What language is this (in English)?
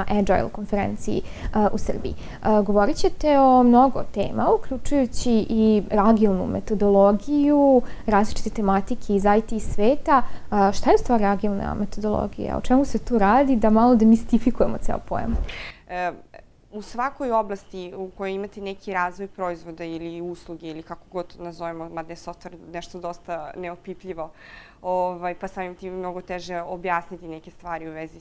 Serbian